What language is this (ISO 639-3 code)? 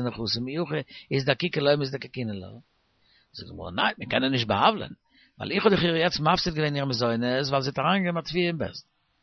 yid